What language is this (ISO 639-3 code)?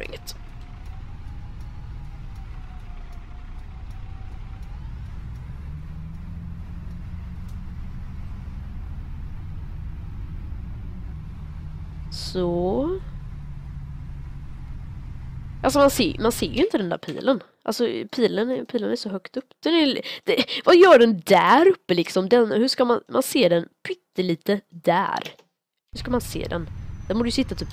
swe